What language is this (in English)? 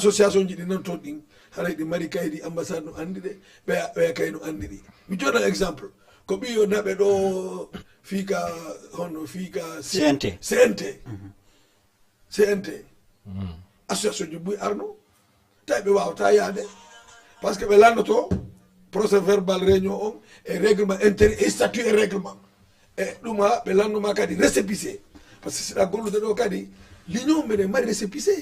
Fula